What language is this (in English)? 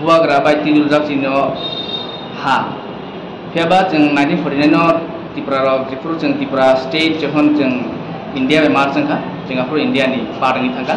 Kok Borok